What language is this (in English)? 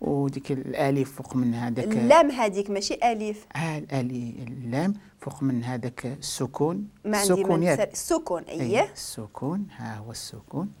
Moroccan Arabic